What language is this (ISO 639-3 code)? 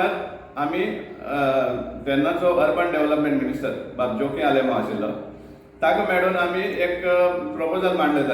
kok